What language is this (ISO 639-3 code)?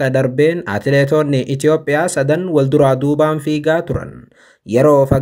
orm